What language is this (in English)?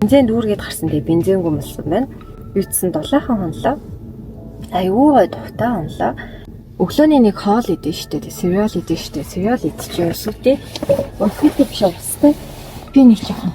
Mongolian